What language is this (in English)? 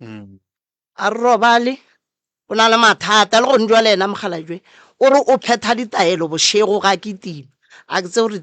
Northern Sotho